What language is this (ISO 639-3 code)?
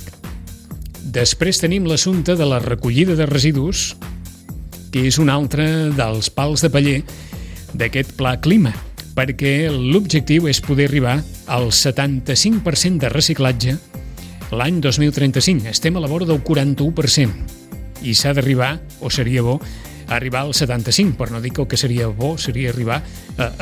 cat